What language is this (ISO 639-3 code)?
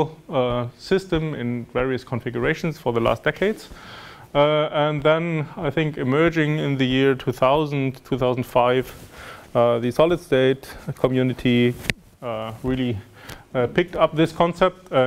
eng